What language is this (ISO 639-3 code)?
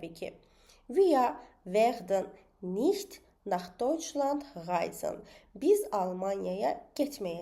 aze